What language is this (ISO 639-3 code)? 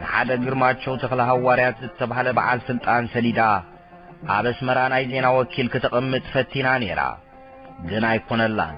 tir